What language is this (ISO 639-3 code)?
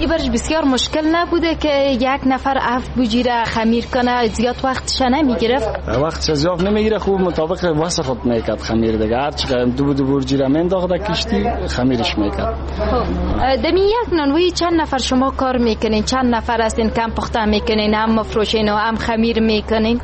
fas